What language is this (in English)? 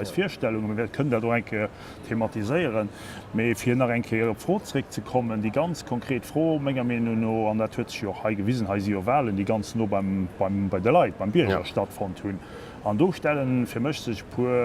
Luxembourgish